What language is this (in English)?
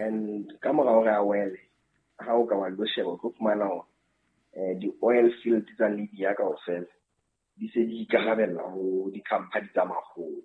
Southern Sotho